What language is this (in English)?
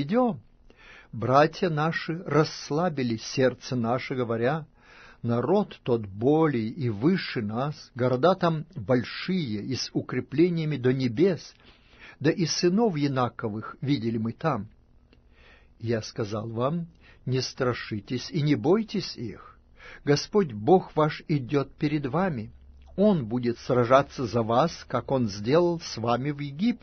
Russian